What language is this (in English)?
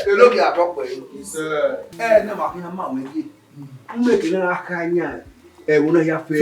Bini